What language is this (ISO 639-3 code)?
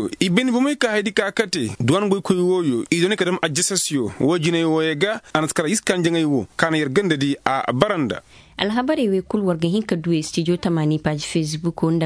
ses